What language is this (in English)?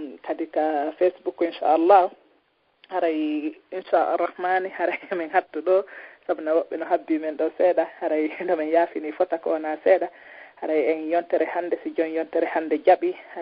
Fula